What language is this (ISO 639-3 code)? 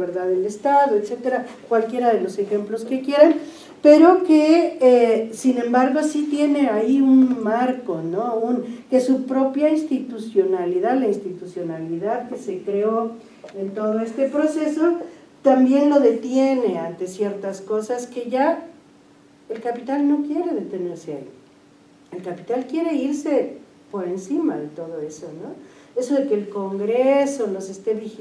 spa